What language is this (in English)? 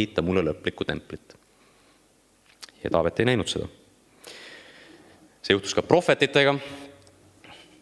Estonian